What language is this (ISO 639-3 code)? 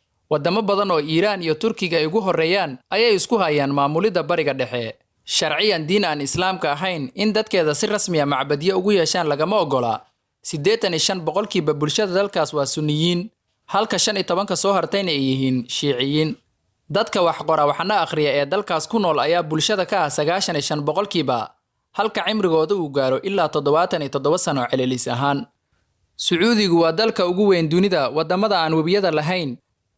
som